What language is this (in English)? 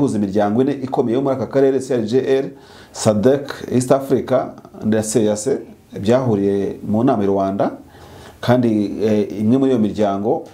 Kinyarwanda